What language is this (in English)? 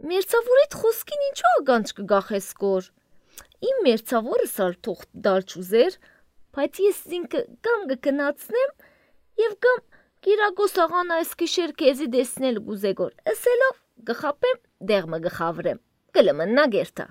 Armenian